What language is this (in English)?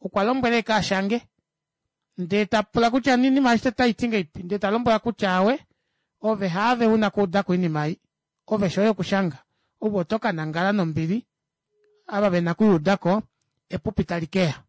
Kuanyama